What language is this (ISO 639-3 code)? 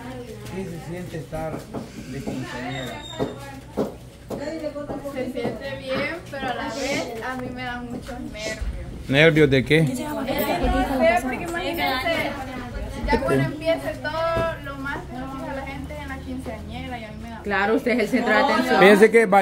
spa